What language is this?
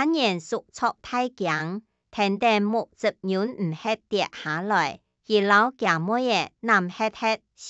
Hakka Chinese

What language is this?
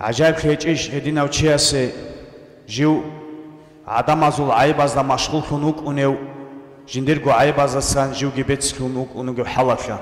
Avaric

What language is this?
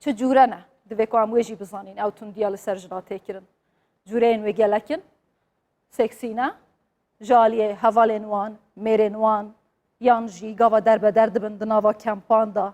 Kurdish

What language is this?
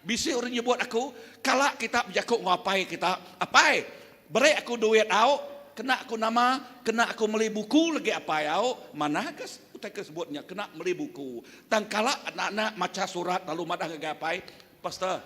Iban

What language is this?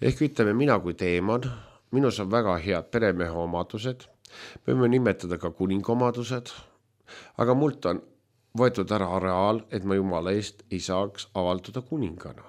Estonian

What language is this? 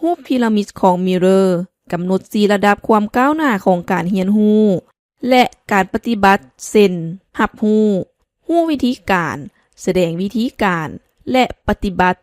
Lao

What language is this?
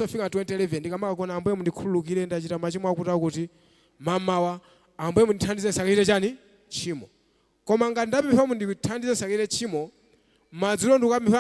Nyanja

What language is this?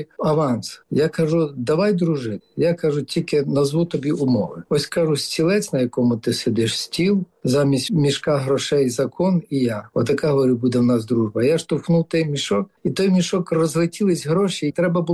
Ukrainian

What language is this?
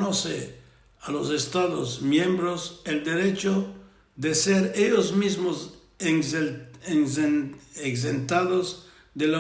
Ladino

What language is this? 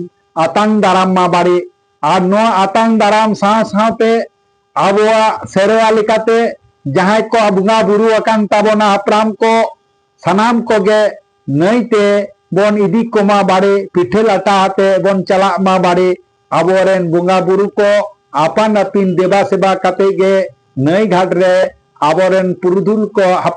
Santali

